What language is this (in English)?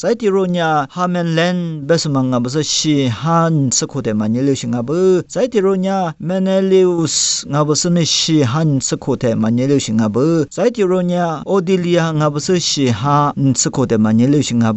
Lisu